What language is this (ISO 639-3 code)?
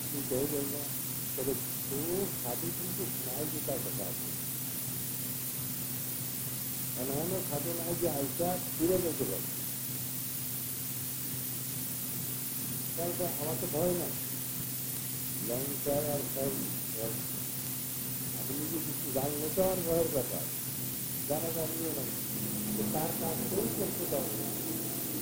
ben